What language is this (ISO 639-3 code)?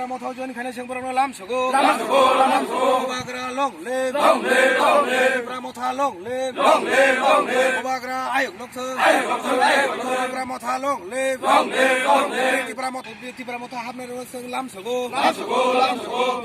trp